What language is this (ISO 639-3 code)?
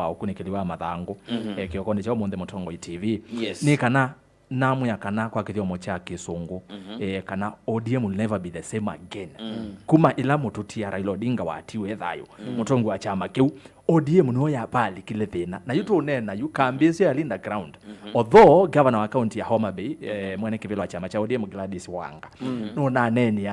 kam